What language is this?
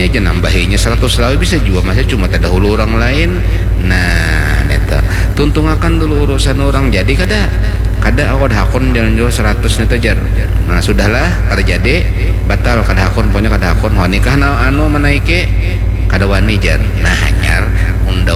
Banjar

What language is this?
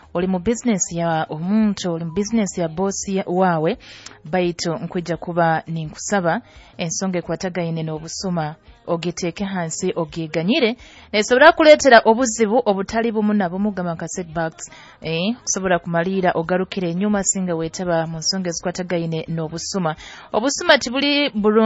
Nyoro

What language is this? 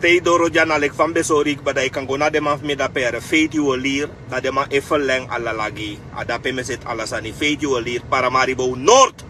Sranan Tongo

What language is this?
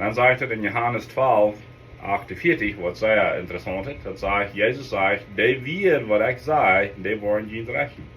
Plautdietsch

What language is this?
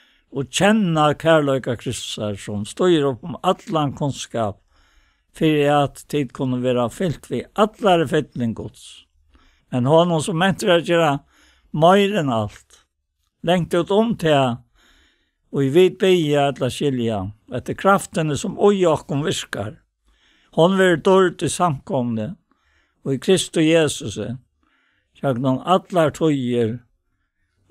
Faroese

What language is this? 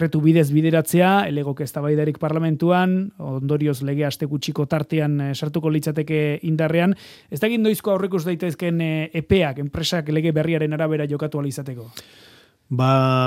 Basque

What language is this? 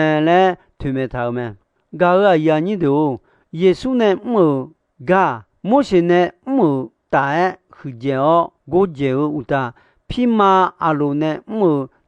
Akha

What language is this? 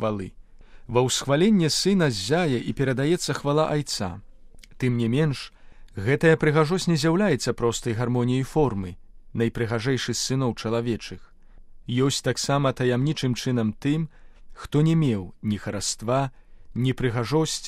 Belarusian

